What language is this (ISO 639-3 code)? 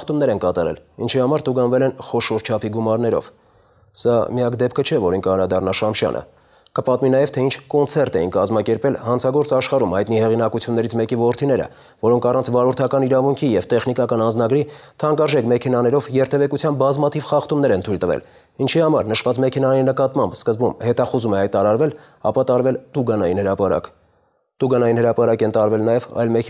hye